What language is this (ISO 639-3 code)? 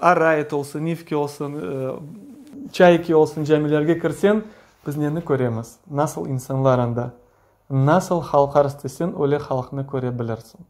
crh